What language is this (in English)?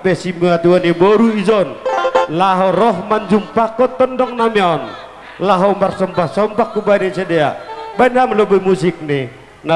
Batak Simalungun